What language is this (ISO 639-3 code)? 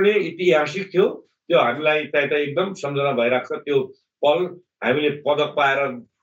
nep